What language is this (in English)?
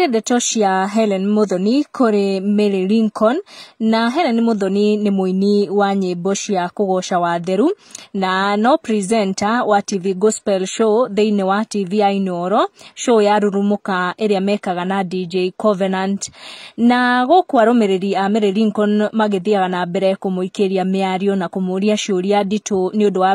Kikuyu